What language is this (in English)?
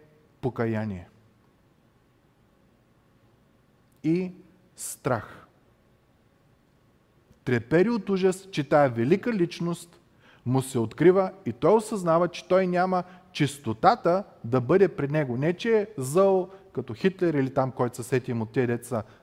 Bulgarian